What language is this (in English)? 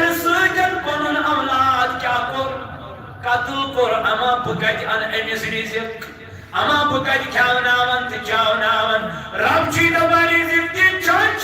Kashmiri